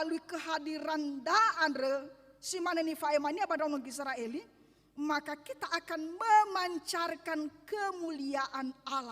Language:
Nias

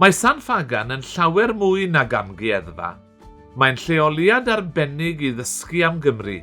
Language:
Welsh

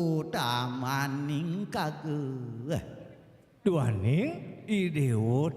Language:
Balinese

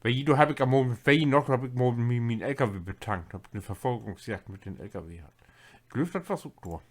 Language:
Low German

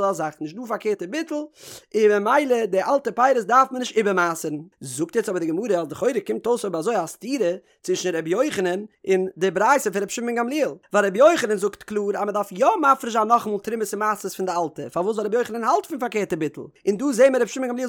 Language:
Yiddish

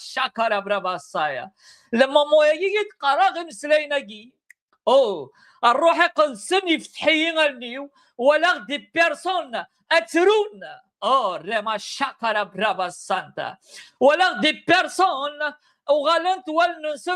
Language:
Kabyle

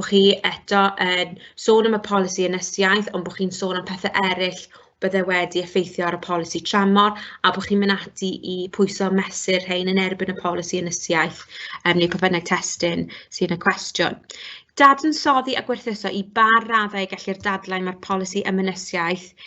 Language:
Welsh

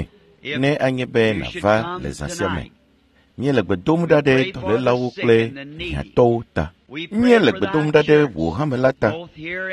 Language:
Ewe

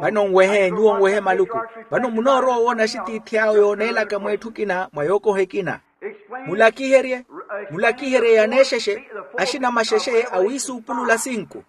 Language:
Makhuwa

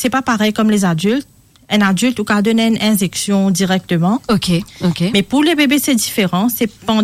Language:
Morisyen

